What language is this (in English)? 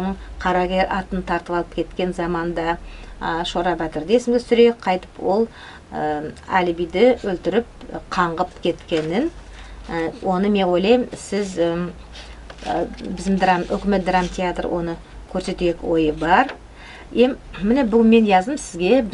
Nogai